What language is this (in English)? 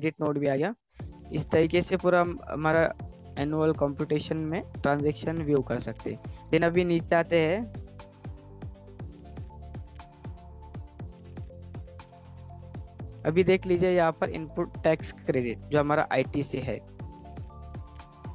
Hindi